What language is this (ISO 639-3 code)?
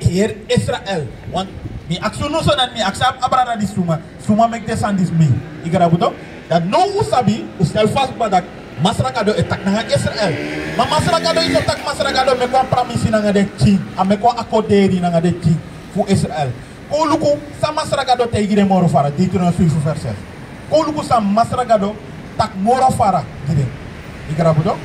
srn